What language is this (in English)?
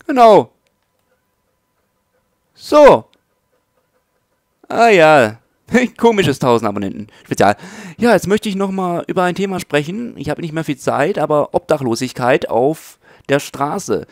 German